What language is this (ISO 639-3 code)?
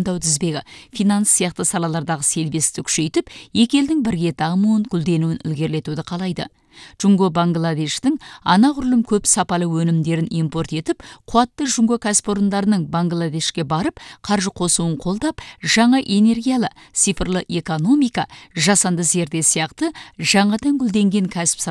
kaz